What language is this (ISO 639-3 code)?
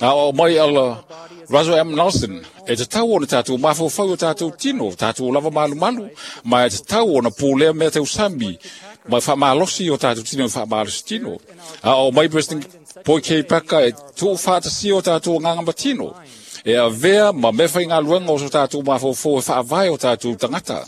smo